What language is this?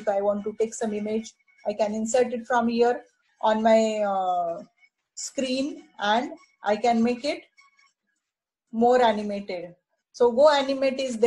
English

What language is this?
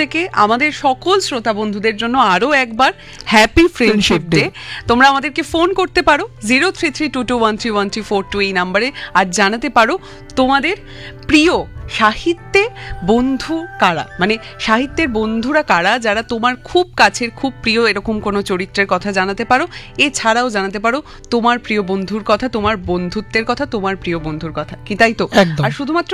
Bangla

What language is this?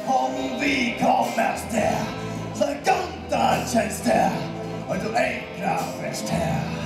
Faroese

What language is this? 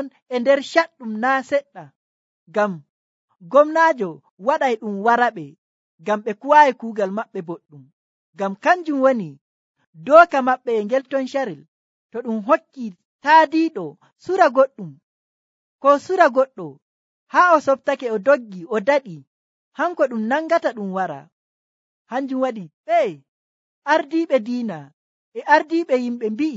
Nigerian Fulfulde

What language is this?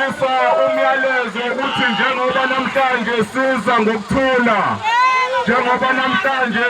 Zulu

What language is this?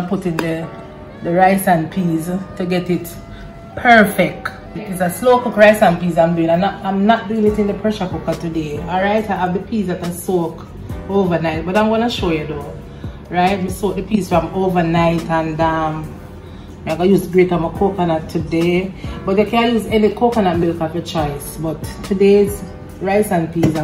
Jamaican Creole English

